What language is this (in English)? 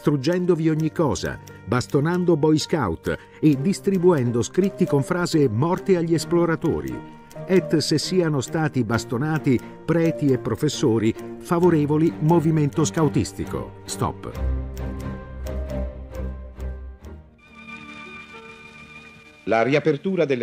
Italian